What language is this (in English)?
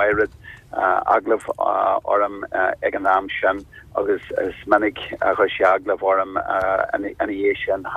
Irish